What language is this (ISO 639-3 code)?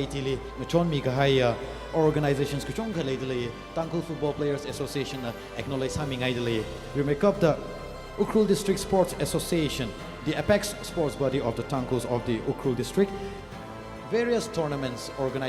nmf